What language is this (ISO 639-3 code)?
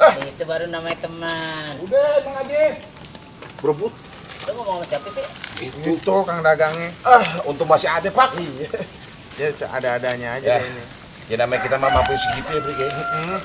bew